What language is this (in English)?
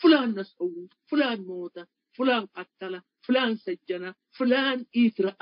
Tigre